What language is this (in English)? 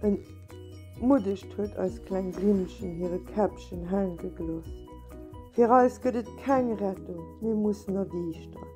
Luxembourgish